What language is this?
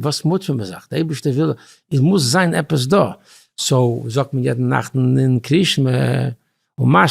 Yiddish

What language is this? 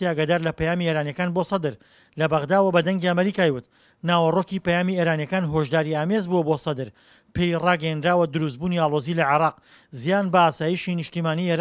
Central Kurdish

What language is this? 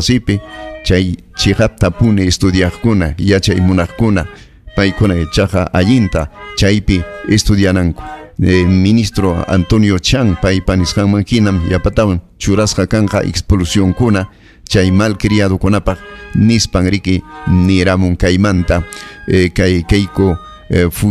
Ayacucho Quechua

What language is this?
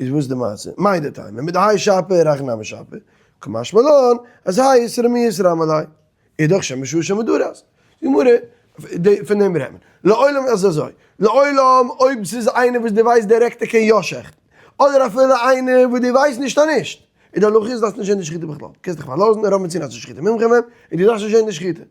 Yiddish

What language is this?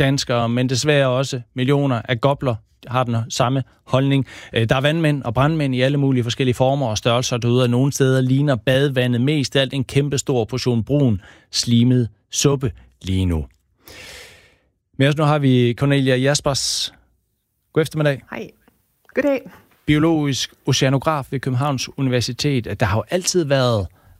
Danish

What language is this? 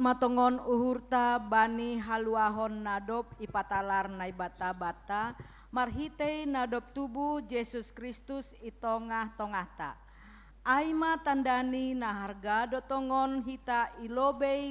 Batak Simalungun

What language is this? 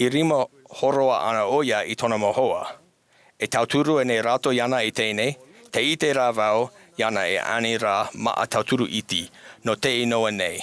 Tahitian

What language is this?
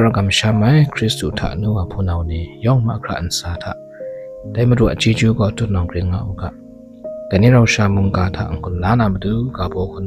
Kachin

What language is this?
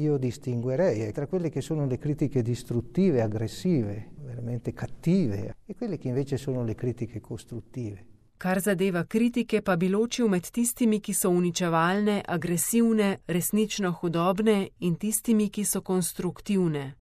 Slovenian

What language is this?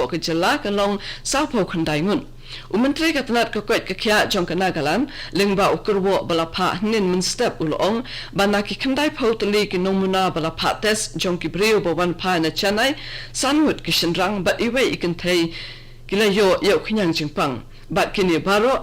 Khasi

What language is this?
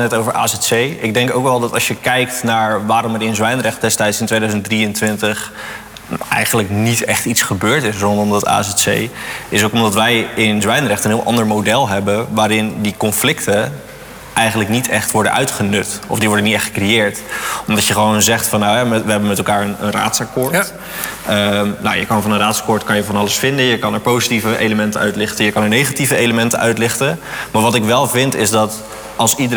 Dutch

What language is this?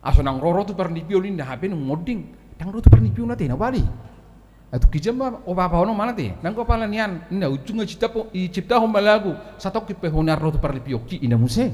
Batak Toba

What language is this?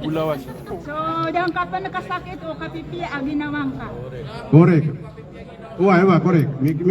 Maranao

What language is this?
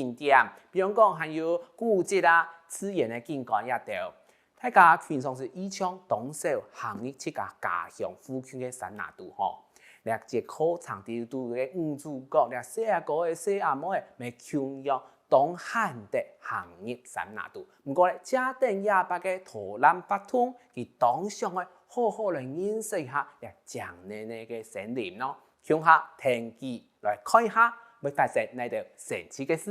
Hakka Chinese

